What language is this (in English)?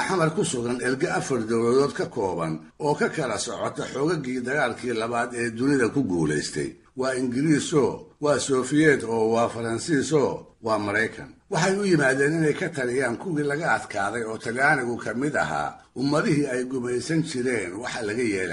Somali